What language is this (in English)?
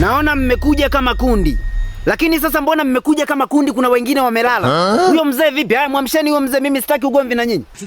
Swahili